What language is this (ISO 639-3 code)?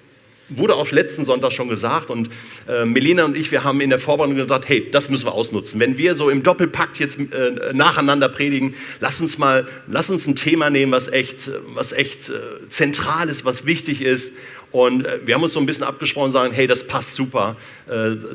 gsw